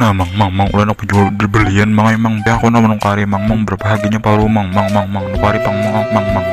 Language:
Banjar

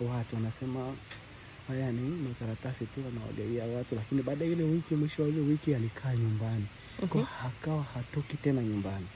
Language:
Swahili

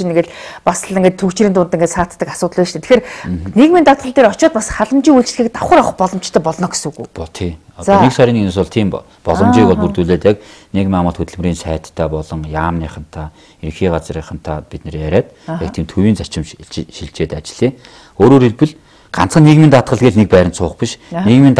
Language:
Mongolian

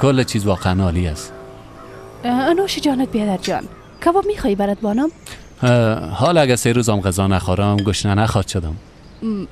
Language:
Persian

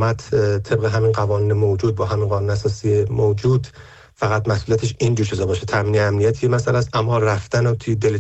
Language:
Persian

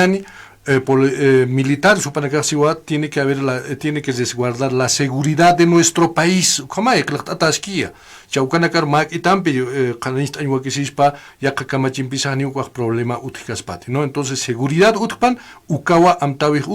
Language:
Aymara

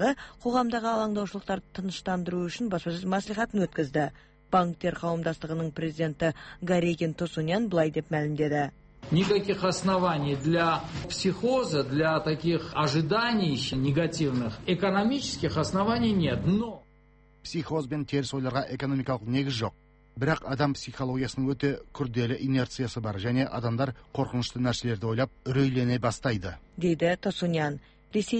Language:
Kazakh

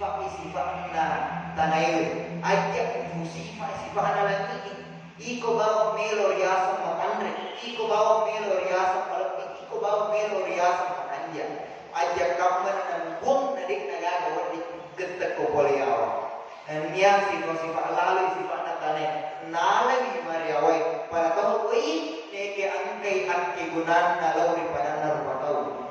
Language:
Buginese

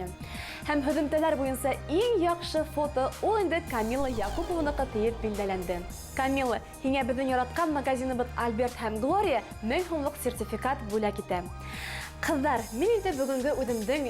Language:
Bashkir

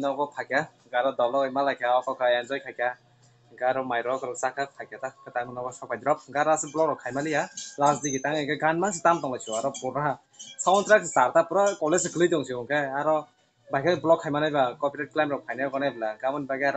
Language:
Kok Borok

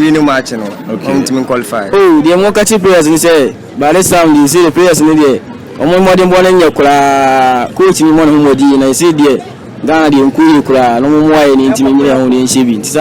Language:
Akan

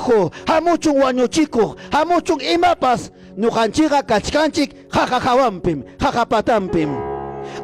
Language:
Ayacucho Quechua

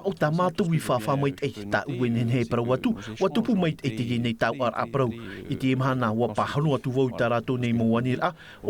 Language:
Tahitian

